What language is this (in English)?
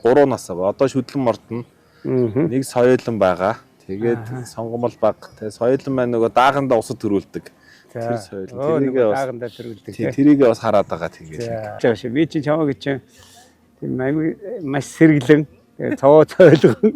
Mongolian